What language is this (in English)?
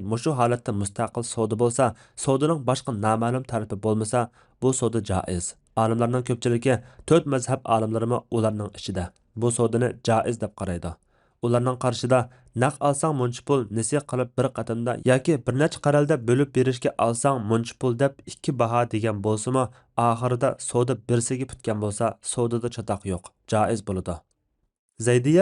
Uyghur